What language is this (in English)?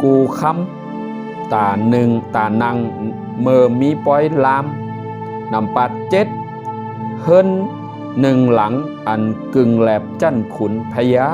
Shan